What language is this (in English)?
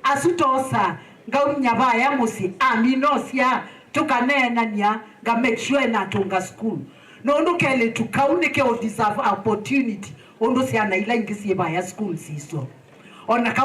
Kamba